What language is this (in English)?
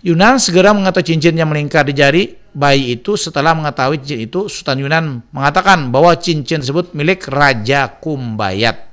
Banjar